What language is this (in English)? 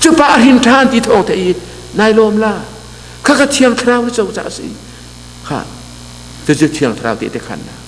Hakha Chin